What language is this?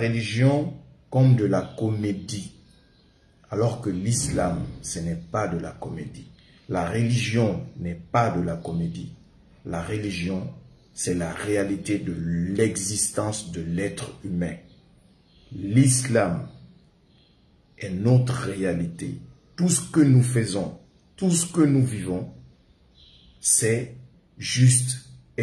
French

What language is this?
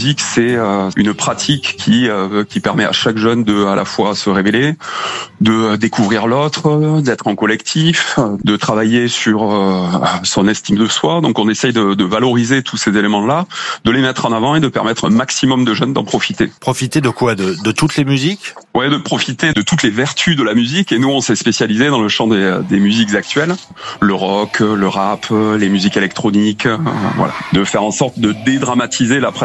French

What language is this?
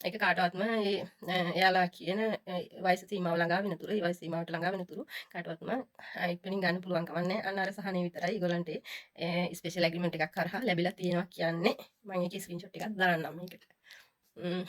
Sinhala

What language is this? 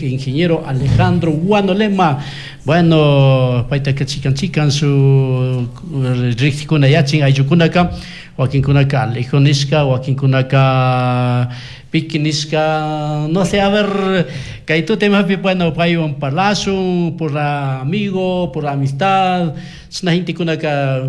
Chimborazo Highland Quichua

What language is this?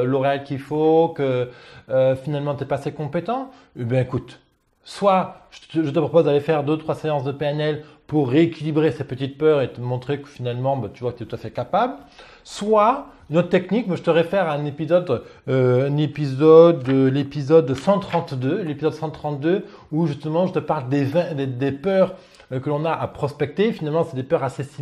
French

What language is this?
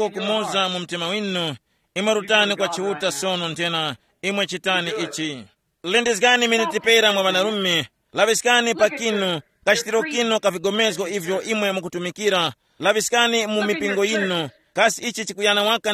Tumbuka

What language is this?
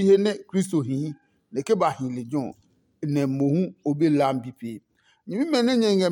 Adangme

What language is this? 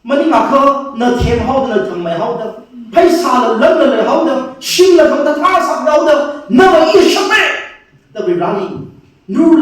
Tangkhul Naga (India)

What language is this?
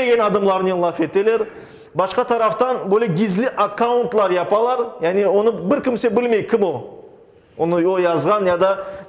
Crimean Tatar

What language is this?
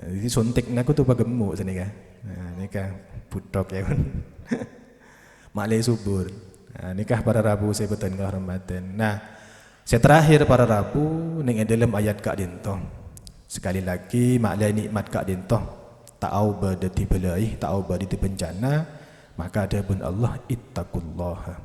Madurese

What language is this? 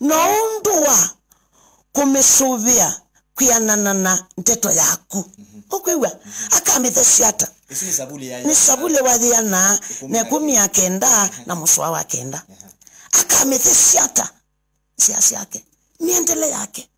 Kamba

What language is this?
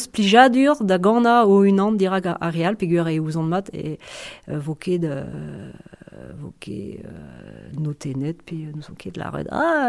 Breton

